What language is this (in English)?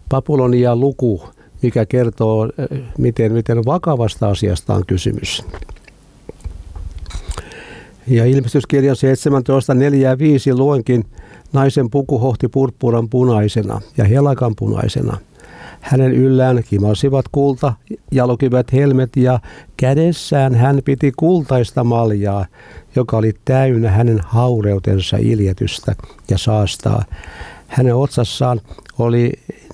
Finnish